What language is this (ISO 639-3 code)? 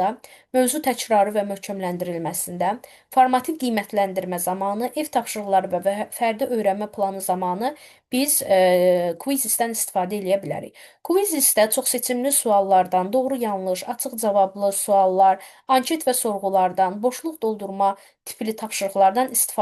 aze